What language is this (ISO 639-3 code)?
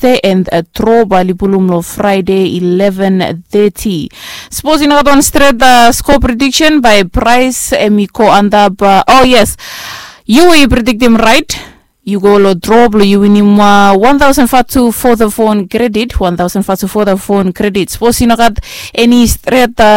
bis